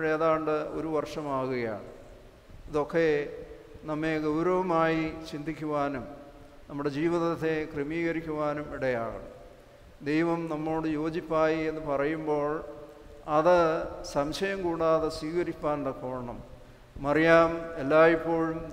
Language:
Malayalam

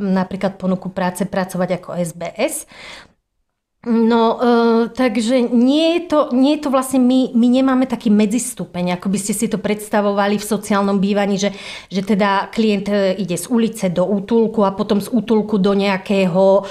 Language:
Slovak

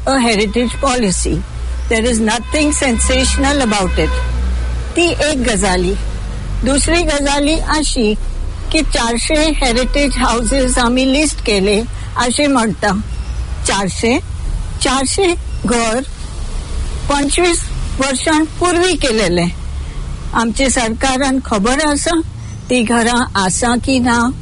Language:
Konkani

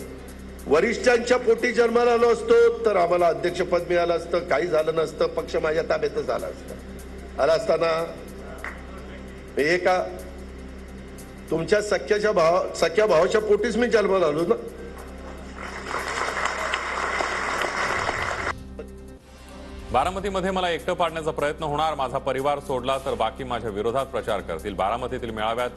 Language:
Marathi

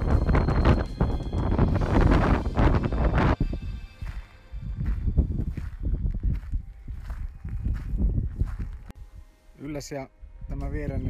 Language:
Finnish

